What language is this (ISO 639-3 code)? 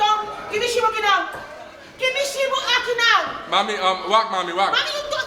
pap